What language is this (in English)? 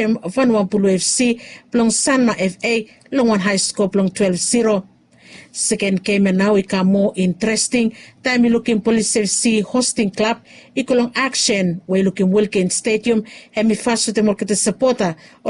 Bislama